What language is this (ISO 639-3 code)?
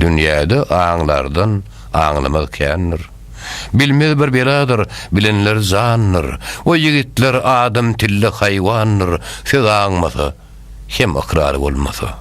tuk